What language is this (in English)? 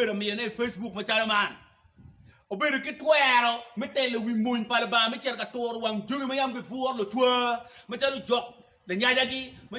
Acoli